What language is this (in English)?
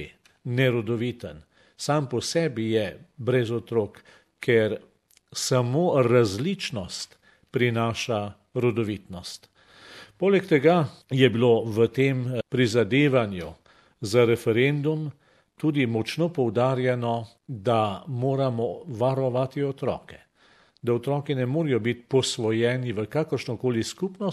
Slovenian